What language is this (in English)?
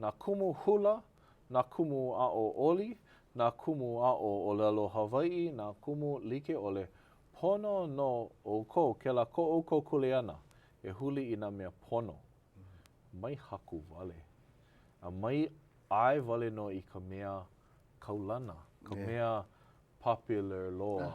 Hawaiian